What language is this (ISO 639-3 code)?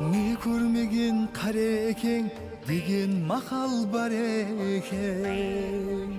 kaa